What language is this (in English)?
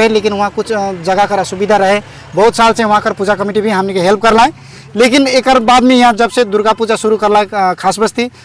Sadri